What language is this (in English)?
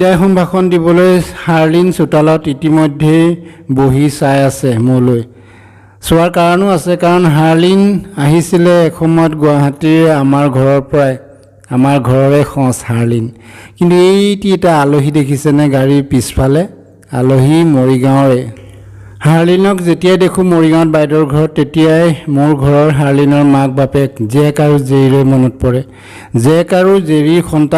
Assamese